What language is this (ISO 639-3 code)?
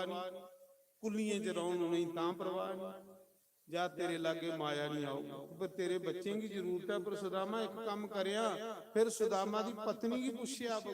doi